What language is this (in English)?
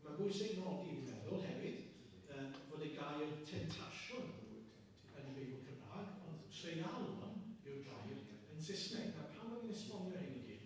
Welsh